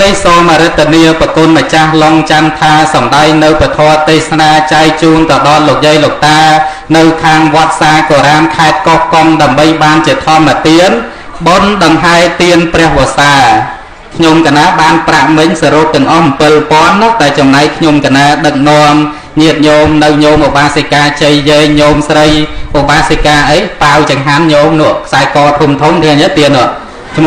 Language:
Khmer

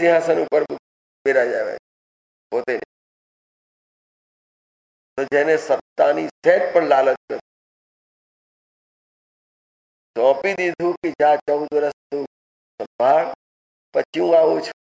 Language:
Gujarati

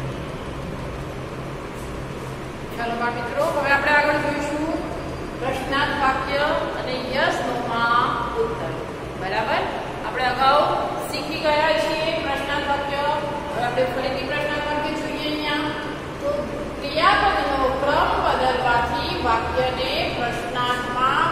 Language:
Gujarati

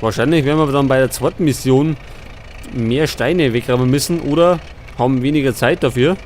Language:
Bavarian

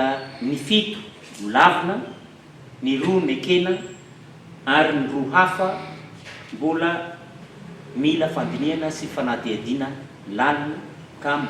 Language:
Malagasy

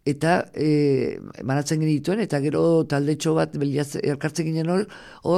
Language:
Basque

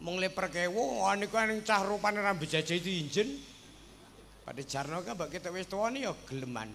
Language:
Javanese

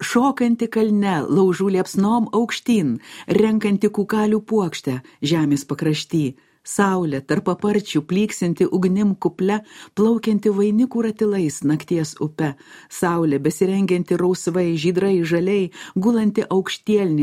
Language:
Lithuanian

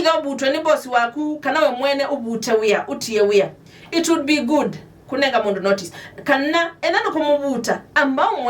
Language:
Kamba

